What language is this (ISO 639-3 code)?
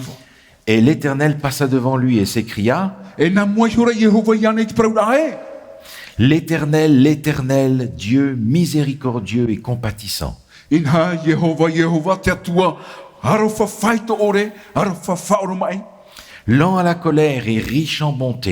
tah